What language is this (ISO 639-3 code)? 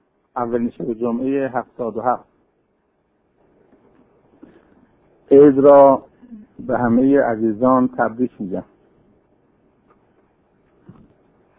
fas